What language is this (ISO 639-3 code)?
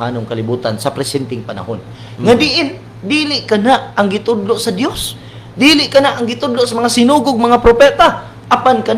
ceb